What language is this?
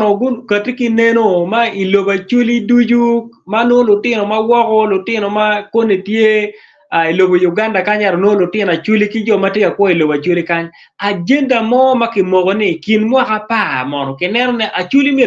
Acoli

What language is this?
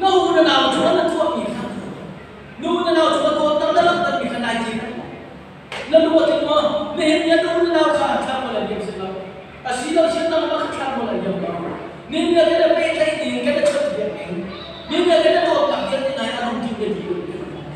Hakha Chin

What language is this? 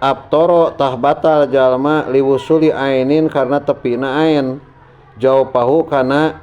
Sundanese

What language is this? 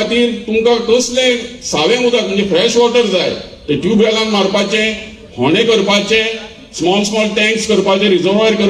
Konkani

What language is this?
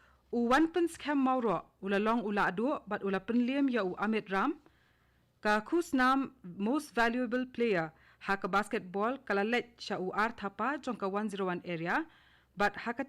Khasi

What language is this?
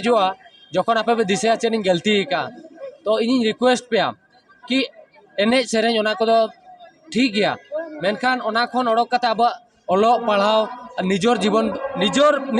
Santali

